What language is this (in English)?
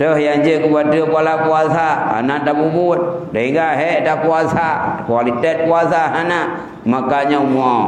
Achinese